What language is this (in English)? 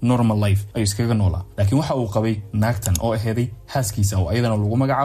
Somali